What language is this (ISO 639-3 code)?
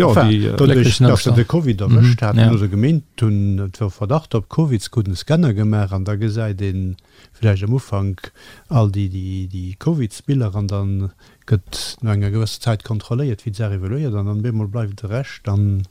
ltz